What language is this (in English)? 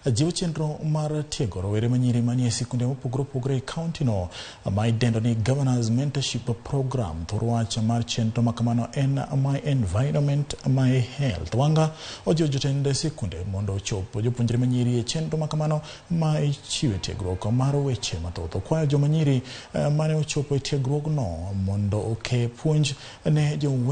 Luo (Kenya and Tanzania)